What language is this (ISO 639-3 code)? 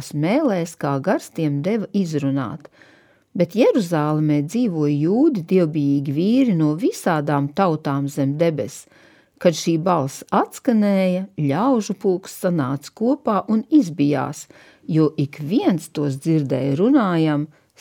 lav